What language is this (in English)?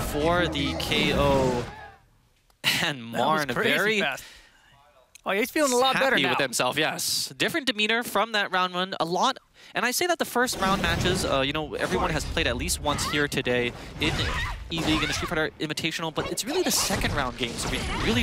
English